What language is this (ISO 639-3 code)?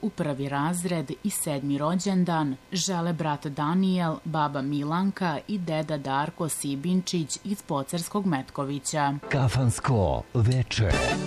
srp